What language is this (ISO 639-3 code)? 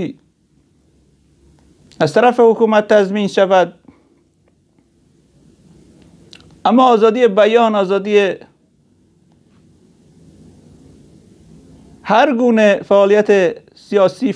fas